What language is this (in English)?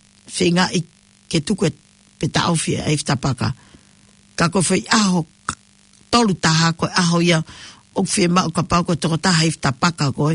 Tongan